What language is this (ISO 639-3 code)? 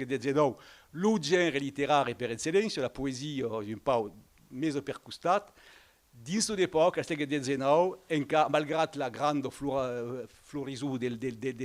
oci